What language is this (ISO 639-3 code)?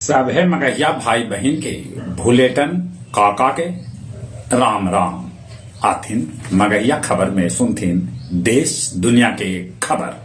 mag